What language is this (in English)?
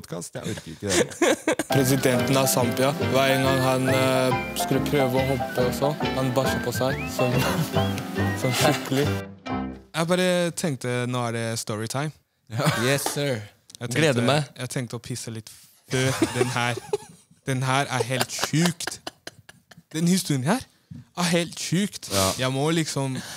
Norwegian